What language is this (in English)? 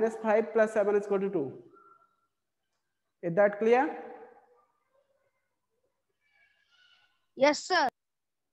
Hindi